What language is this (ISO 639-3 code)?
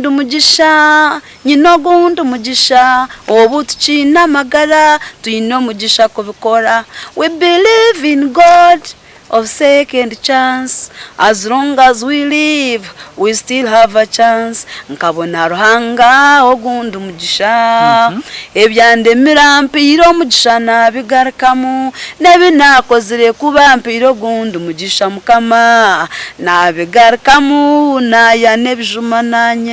nyn